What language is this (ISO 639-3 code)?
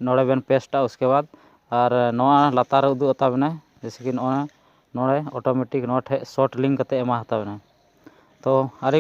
sat